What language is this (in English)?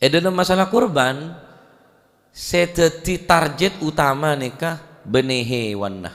Madurese